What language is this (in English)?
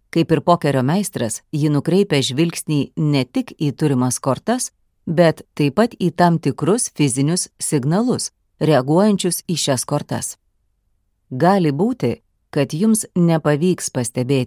Lithuanian